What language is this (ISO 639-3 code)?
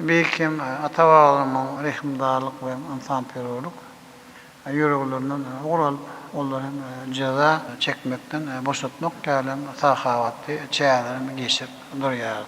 tuk